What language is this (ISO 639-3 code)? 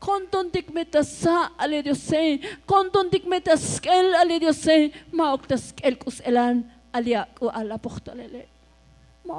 tzo